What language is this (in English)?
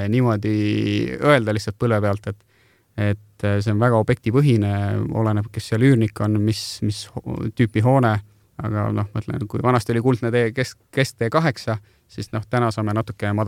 Estonian